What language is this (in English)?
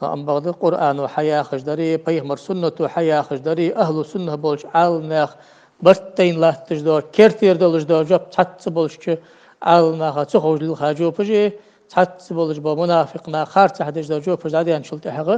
Ingush